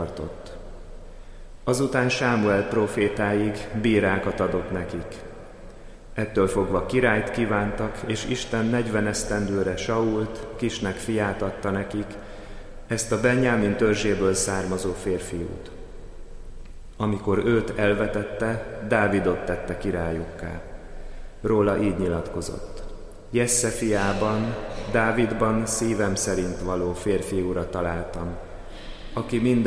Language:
Hungarian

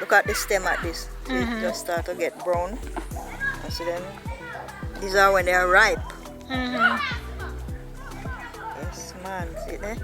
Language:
Jamaican Creole English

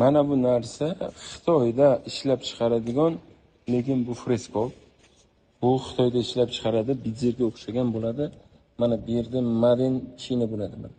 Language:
Uzbek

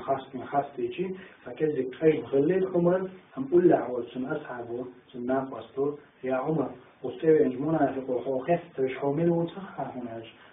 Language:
Chechen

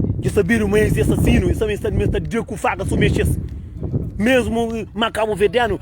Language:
Kabuverdianu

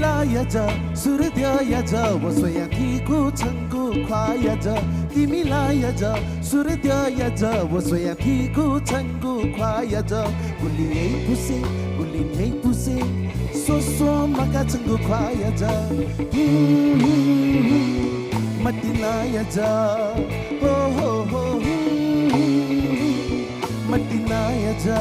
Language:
Newari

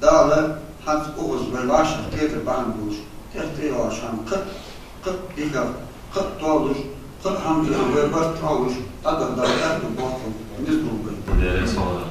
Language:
Ingush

